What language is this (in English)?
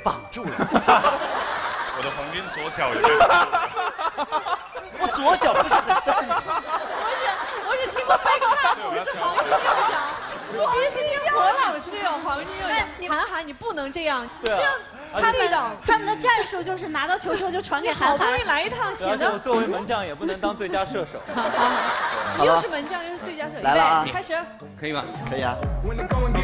Chinese